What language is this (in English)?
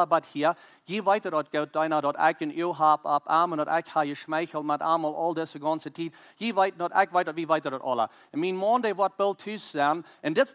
Plautdietsch